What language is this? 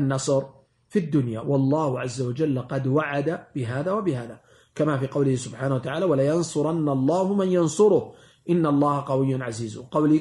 Arabic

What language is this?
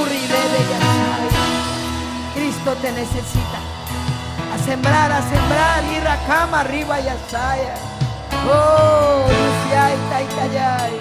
Ayacucho Quechua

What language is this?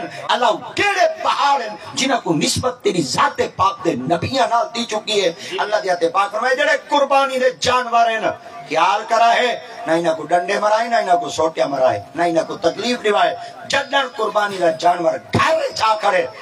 Saraiki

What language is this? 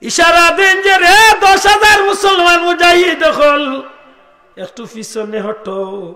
Sylheti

